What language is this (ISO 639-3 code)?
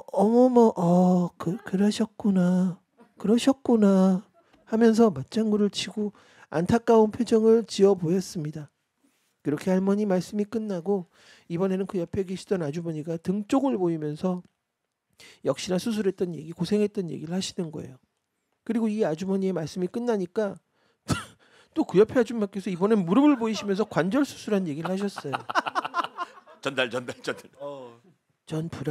kor